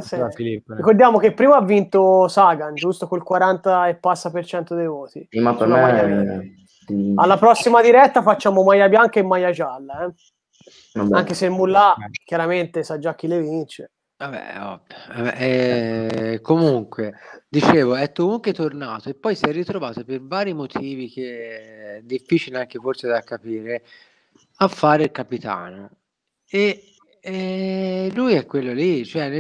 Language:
Italian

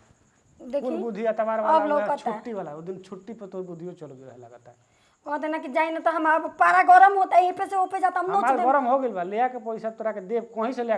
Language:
Bhojpuri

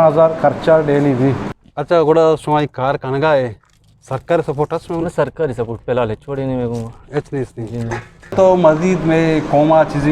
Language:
Eastern Balochi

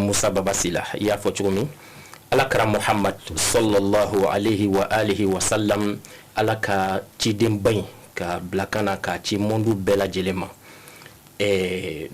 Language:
Bambara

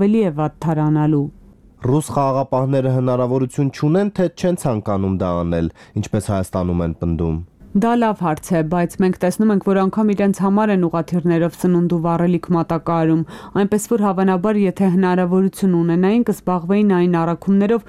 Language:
Armenian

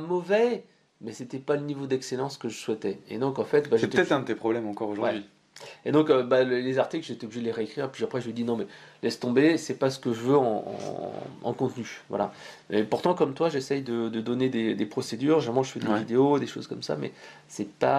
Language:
French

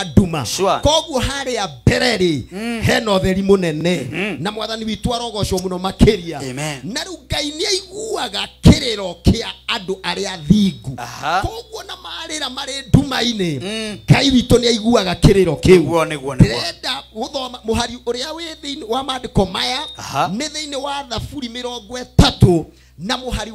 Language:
Kikuyu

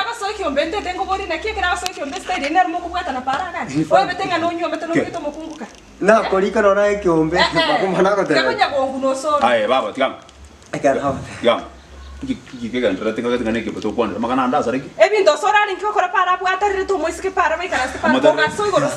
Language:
Gusii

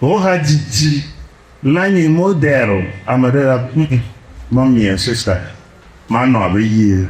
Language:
Ewe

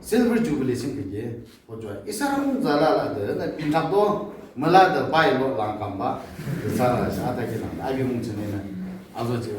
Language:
Yimchungru Naga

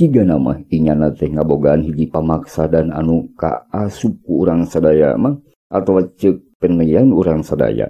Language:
Sundanese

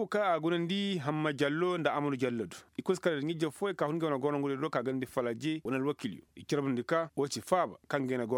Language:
Koyraboro Senni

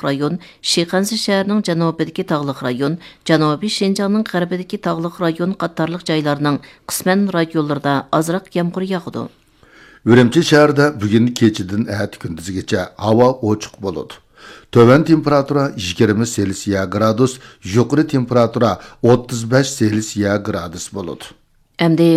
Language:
Uyghur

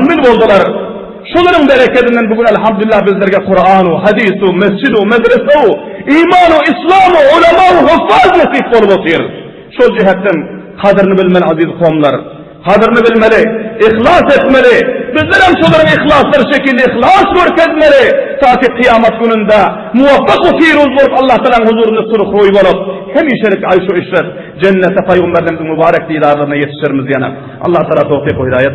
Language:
Turkmen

